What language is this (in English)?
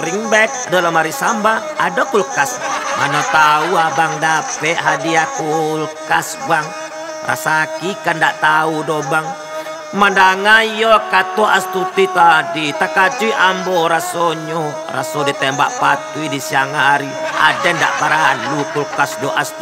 Minangkabau